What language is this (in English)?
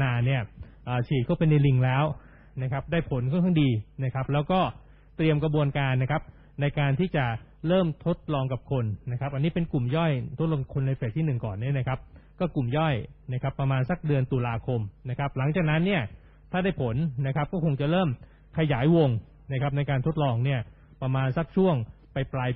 Thai